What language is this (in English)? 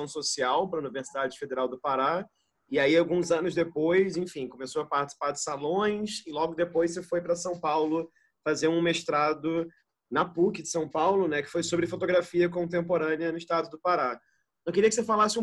Portuguese